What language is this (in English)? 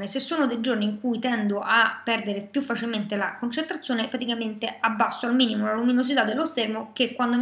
Italian